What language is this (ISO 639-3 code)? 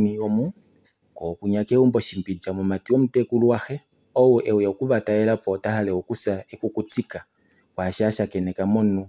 kua